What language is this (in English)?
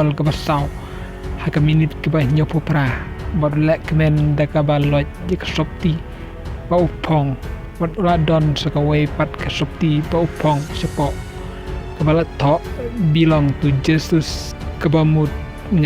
Khasi